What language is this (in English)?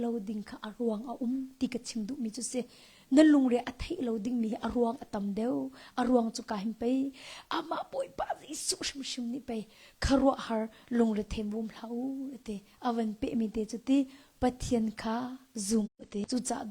Hakha Chin